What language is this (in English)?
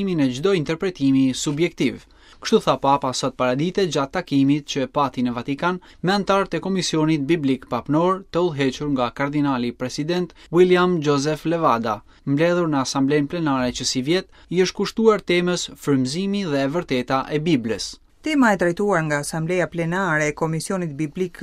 Albanian